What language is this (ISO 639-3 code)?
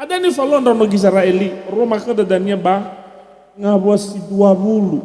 nia